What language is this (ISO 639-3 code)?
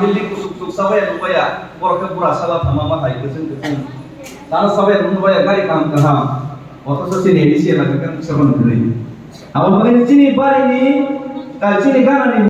trp